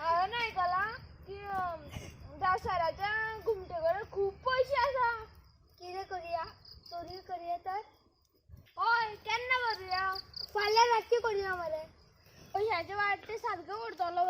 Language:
Konkani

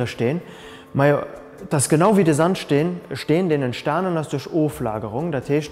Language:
Luxembourgish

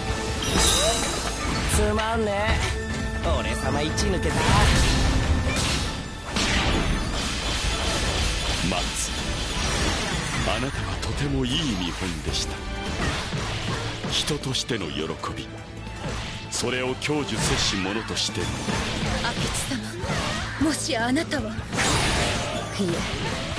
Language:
Japanese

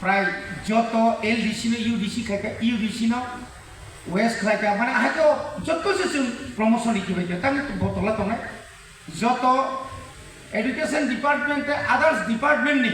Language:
Kok Borok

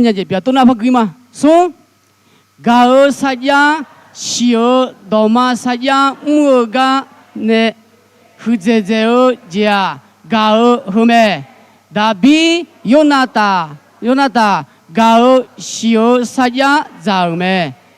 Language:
Akha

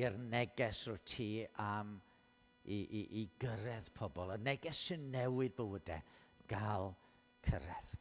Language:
Welsh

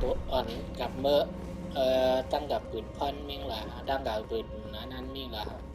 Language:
Shan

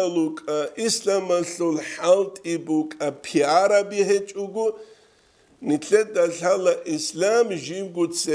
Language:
Avaric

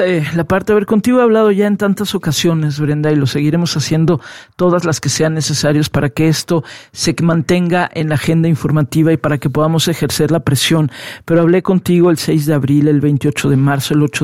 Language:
Spanish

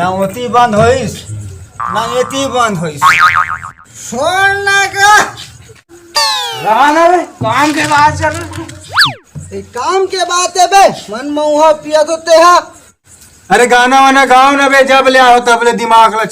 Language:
Chhattisgarhi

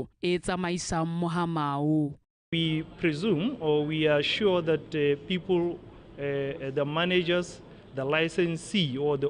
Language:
Tswana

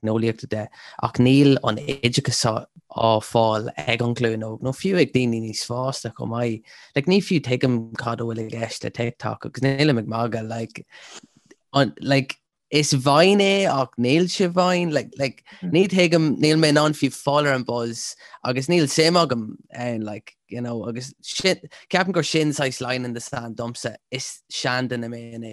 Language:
Irish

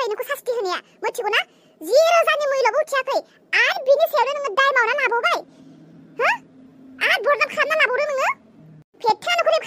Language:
Bodo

